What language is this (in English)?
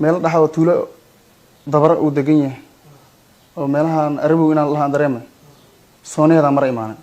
Somali